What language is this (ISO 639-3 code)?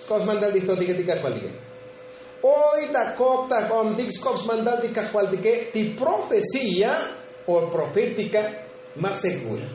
tzo